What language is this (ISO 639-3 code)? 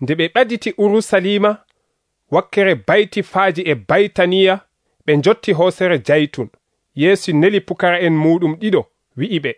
fuv